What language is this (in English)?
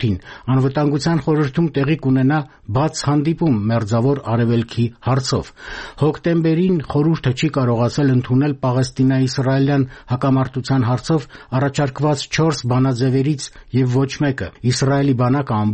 Armenian